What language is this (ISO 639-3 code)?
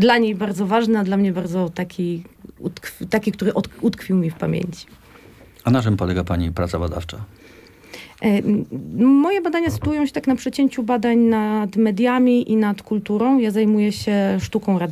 pol